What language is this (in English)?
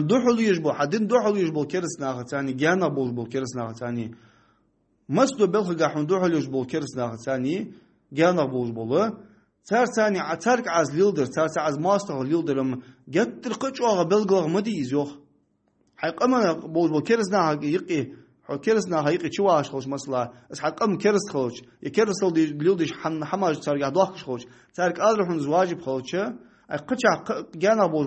Ingush